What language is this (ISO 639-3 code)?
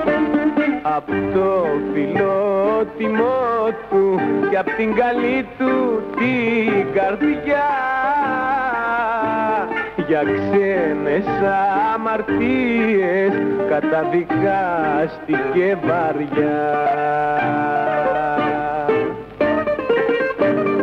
ell